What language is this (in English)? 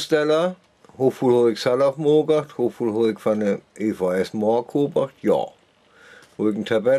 Northern Frisian